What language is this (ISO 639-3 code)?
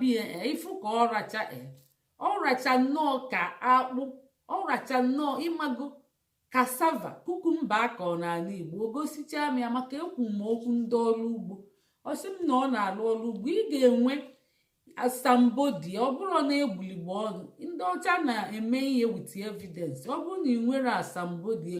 ibo